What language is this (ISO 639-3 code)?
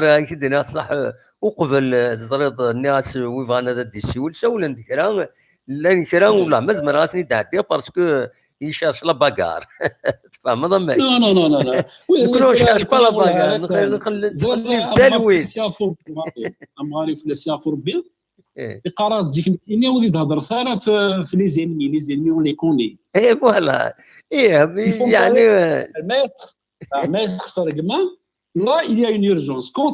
kab